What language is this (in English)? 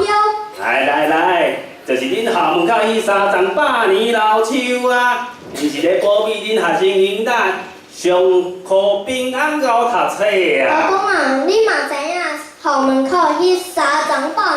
Min Nan Chinese